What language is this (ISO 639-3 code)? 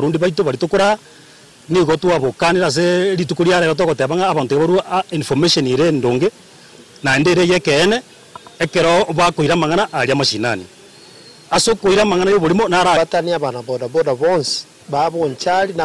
guz